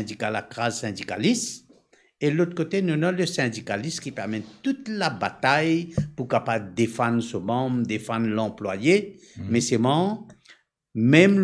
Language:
Morisyen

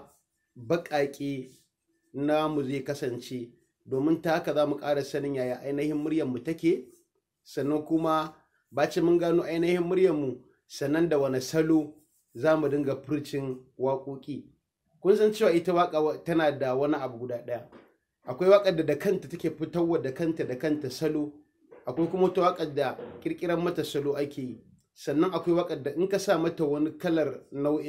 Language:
Hausa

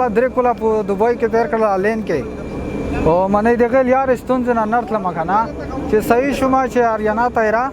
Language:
Pashto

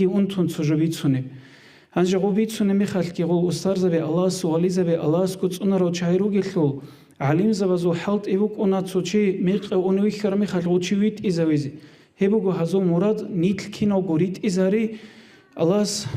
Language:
Avaric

